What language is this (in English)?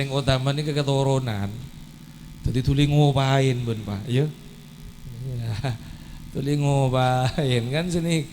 Madurese